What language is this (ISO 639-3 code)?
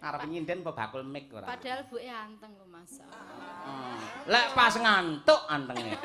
jav